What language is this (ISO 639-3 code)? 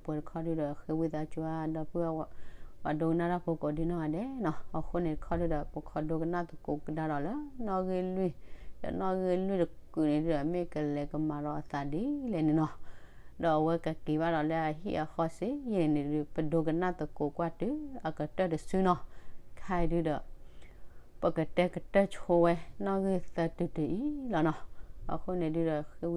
ksw